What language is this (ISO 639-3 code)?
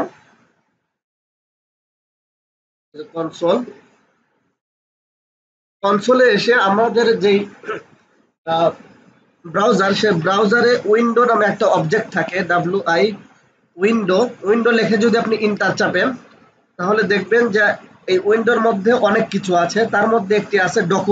ben